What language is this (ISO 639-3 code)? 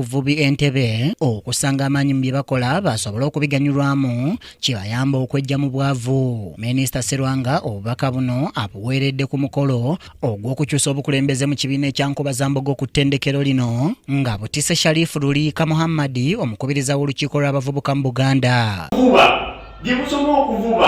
lug